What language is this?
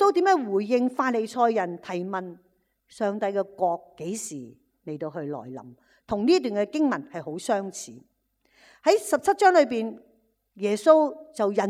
Cantonese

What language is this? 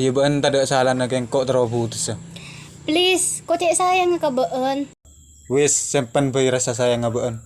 Madurese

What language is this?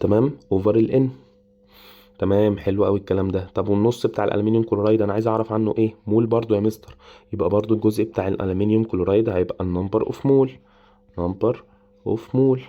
Egyptian Arabic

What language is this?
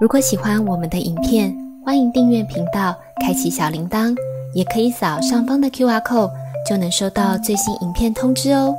Cantonese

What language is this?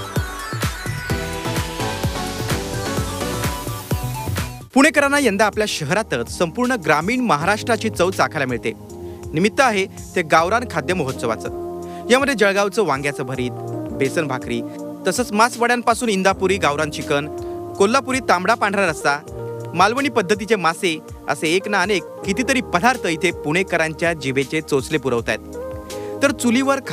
Marathi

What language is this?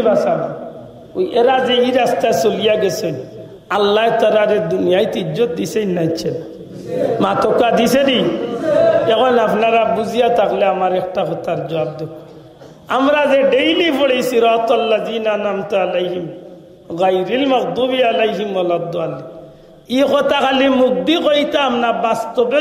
Sylheti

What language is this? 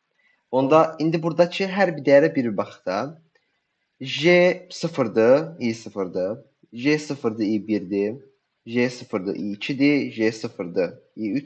Azerbaijani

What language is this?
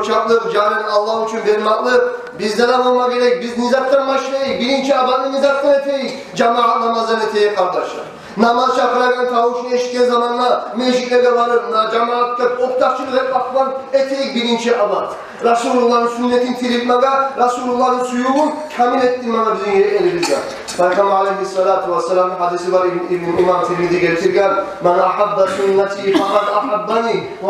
Kumyk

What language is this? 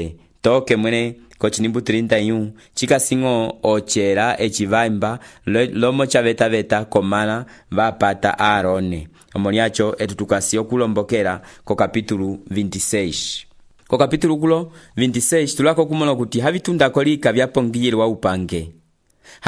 Umbundu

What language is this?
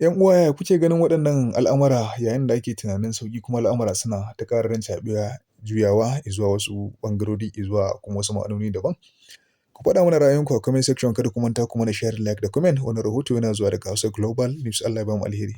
Hausa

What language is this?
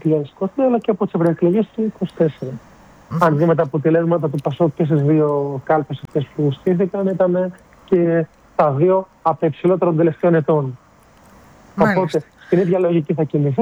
Greek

